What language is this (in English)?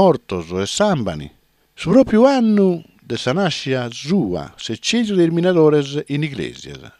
Sardinian